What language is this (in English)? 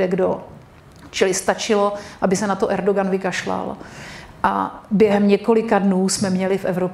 Czech